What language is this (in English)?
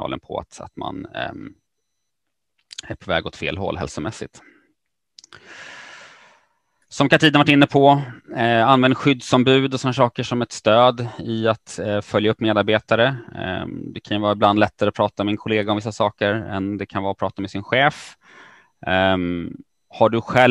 Swedish